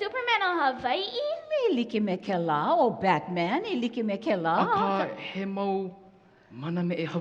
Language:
Hawaiian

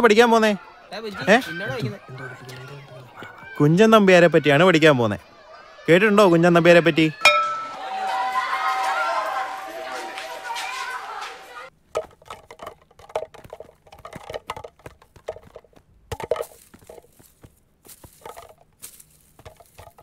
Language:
Malayalam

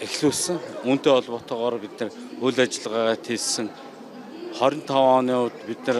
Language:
Mongolian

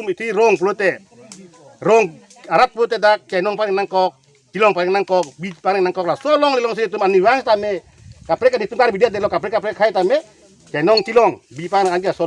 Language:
Karbi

